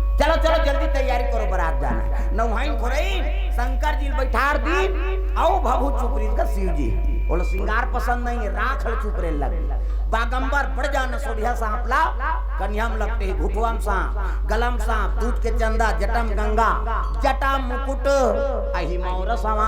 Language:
Chhattisgarhi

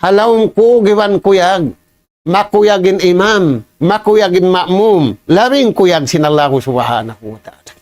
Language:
Tausug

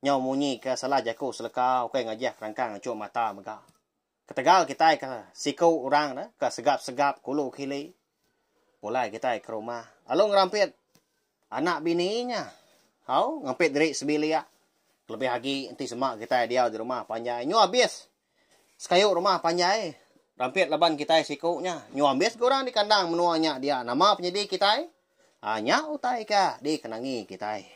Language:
Iban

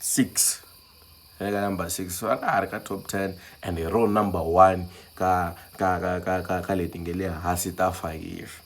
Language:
Tsonga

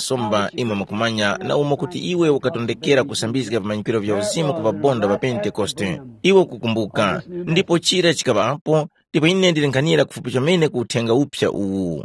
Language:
Tumbuka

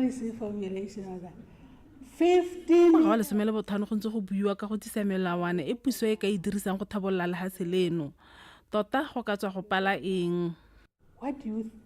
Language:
Tswana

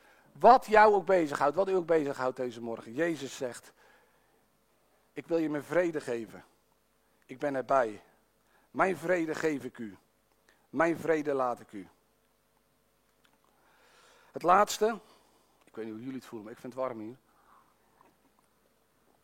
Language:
Dutch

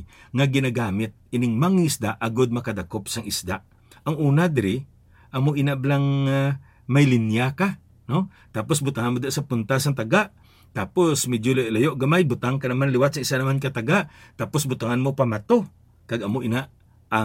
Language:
Hiligaynon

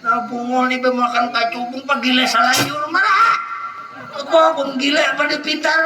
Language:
Banjar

